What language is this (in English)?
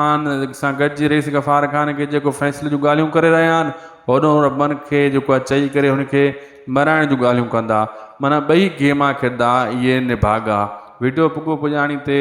Sindhi